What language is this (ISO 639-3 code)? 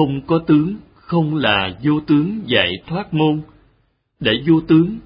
vie